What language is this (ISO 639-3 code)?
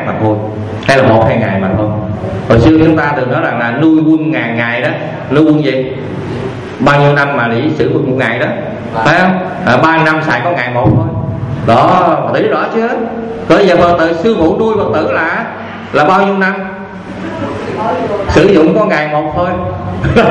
vie